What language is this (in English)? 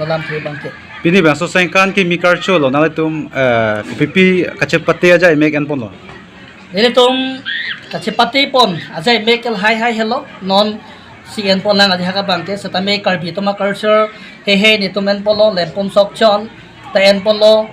Karbi